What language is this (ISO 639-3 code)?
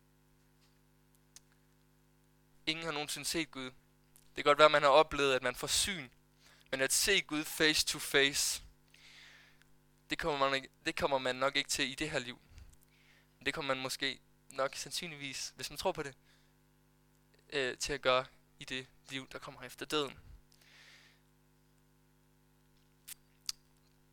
dan